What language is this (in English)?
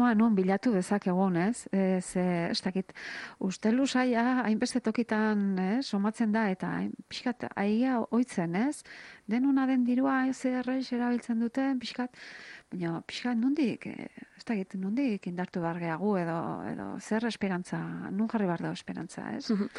Basque